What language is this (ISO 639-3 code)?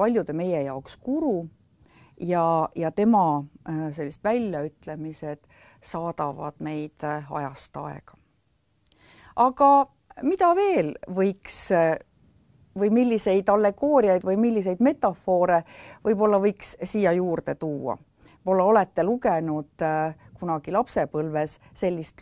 est